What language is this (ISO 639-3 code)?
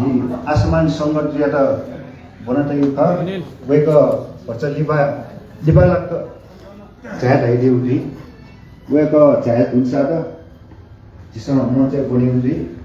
new